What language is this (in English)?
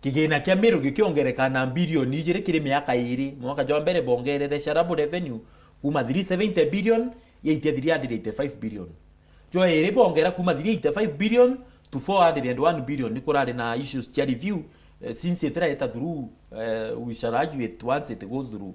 Meru